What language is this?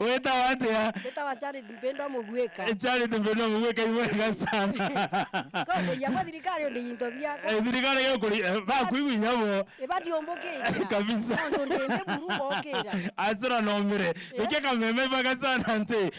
Meru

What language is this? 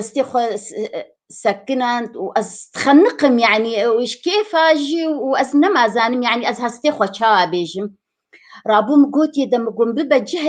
Kurdish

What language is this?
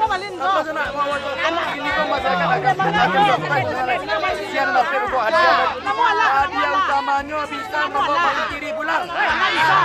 Minangkabau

